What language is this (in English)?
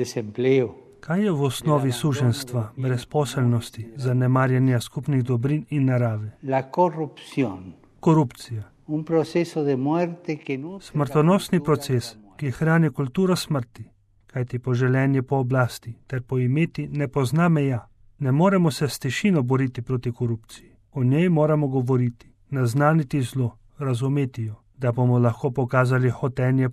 Slovenian